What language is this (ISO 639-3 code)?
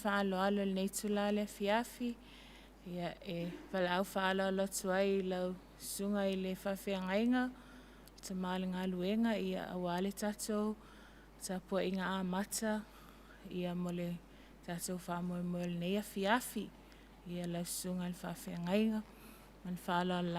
smo